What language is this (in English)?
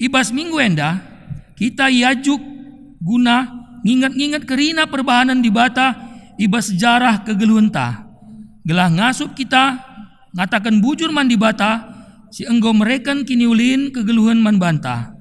Batak Karo